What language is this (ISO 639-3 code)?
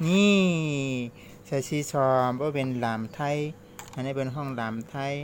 shn